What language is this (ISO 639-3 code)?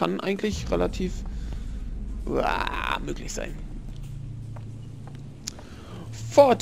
deu